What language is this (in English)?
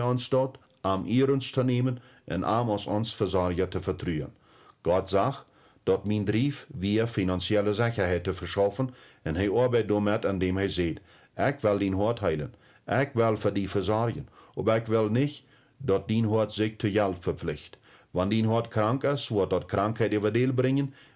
Plautdietsch